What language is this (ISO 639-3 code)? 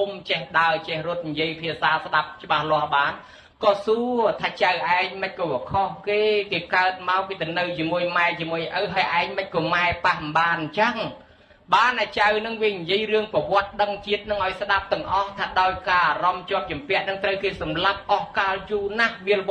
khm